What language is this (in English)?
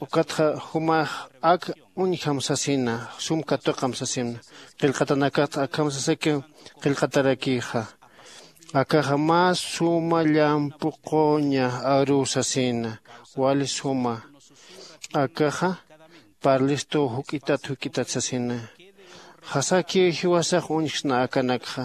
Aymara